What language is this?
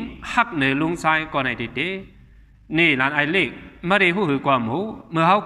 Shan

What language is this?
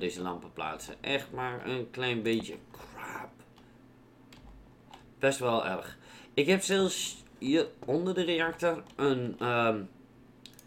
Dutch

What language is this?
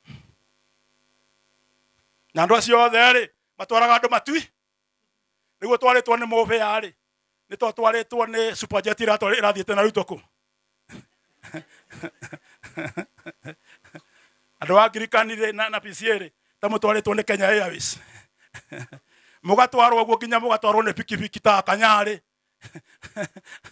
Kikuyu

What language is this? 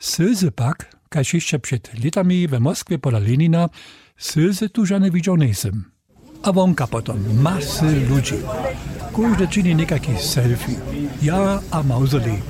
Upper Sorbian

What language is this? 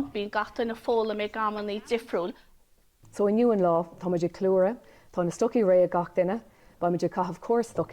Irish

